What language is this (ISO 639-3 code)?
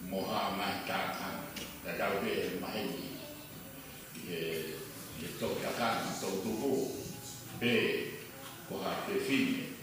ton